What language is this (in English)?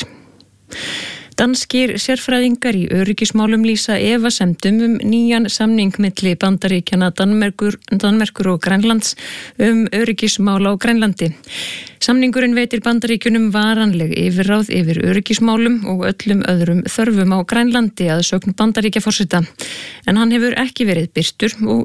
Icelandic